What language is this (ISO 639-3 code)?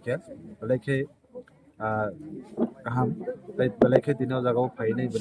trp